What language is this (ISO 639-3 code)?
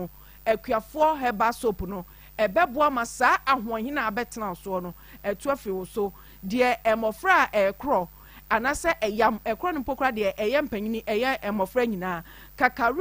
aka